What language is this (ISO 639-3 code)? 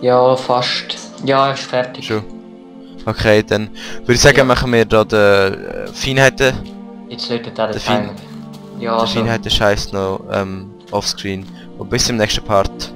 gsw